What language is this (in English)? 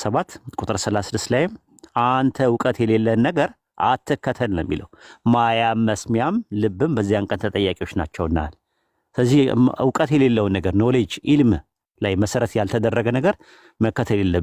Amharic